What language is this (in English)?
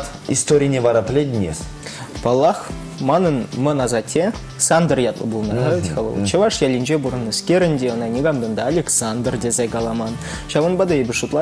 Chuvash